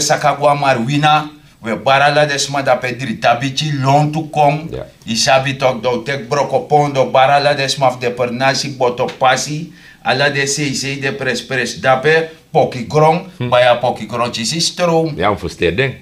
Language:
Sranan Tongo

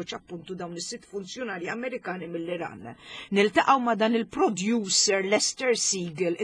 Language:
Maltese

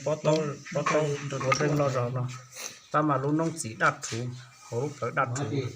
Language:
Hmong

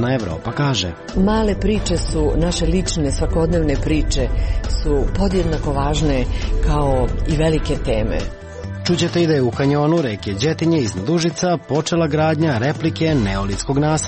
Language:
Serbian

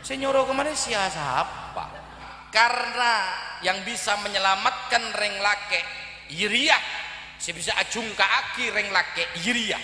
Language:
Madurese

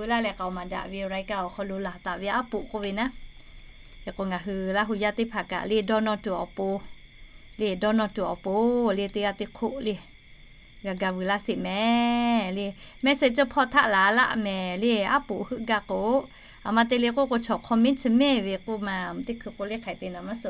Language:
Lahu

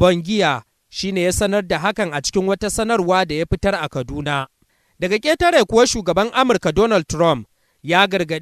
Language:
Hausa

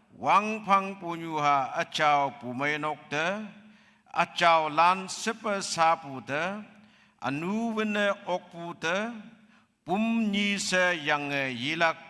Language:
Konyak Naga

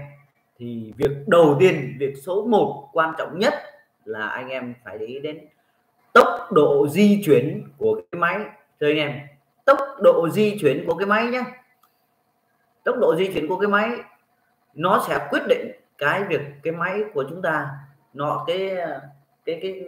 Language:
Vietnamese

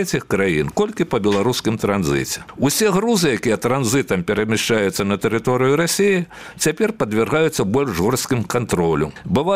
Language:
Belarusian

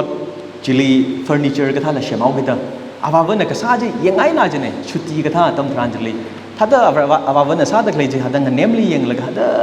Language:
Tangkhul Naga (India)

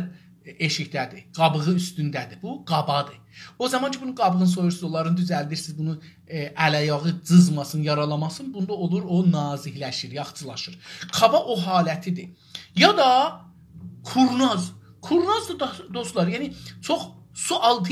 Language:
South Azerbaijani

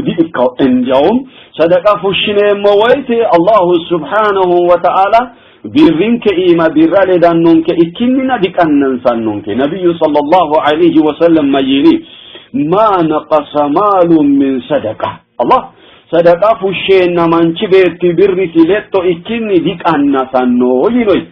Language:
Sidamo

